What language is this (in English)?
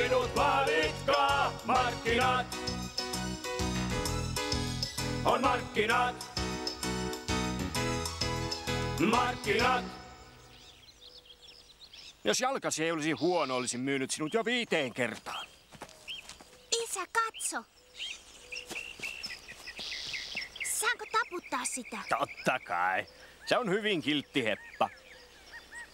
Finnish